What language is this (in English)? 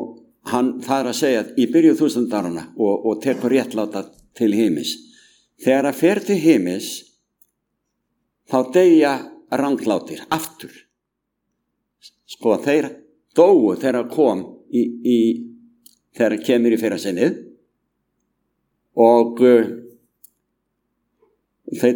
Icelandic